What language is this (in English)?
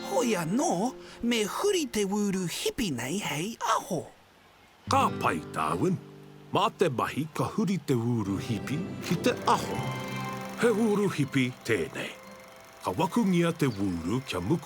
Māori